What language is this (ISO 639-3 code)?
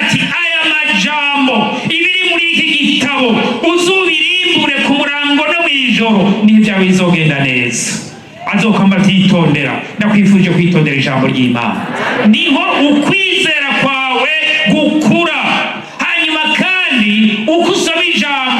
run